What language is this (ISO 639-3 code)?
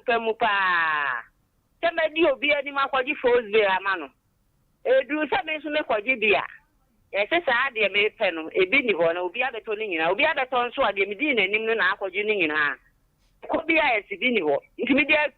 aka